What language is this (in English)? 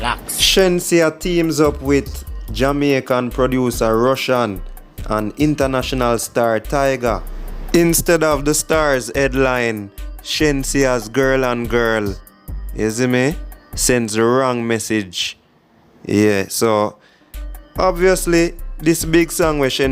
Jamaican Creole English